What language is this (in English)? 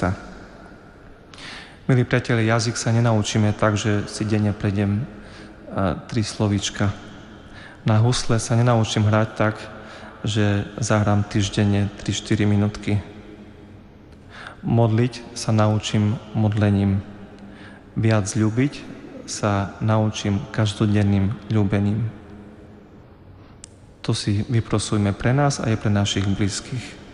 Slovak